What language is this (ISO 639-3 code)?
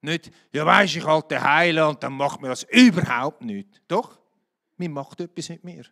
gsw